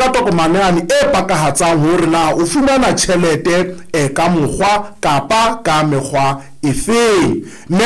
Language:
Southern Sotho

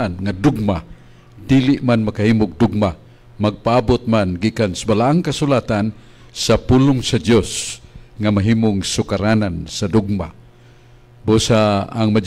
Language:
Cebuano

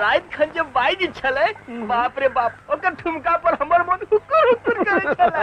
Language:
Maithili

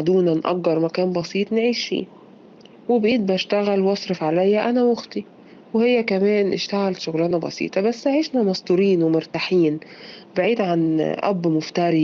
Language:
Egyptian Arabic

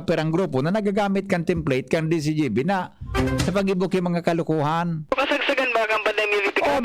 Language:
Bikol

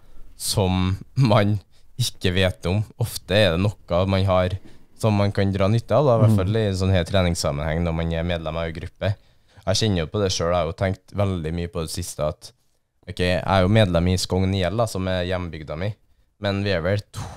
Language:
Norwegian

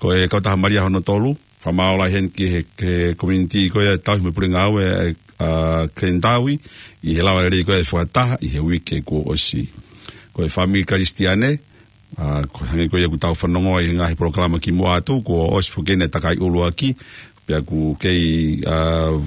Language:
Tongan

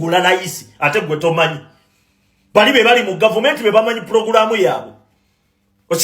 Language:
Ganda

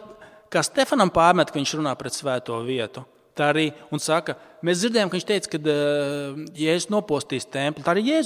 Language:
Latvian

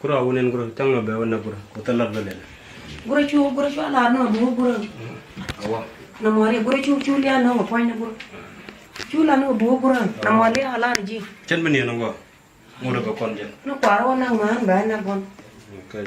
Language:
Nuer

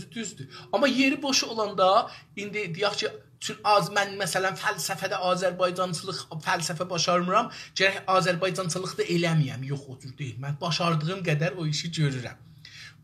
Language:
South Azerbaijani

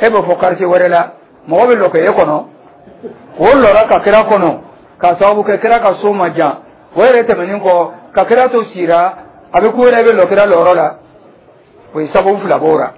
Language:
Dyula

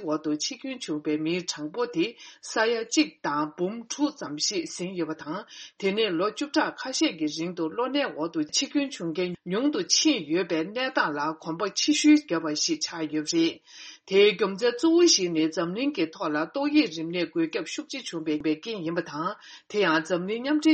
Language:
Tibetan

